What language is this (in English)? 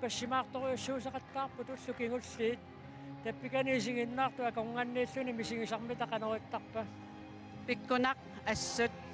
Kalaallisut